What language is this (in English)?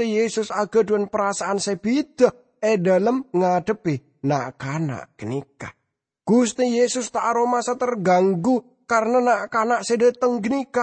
Madurese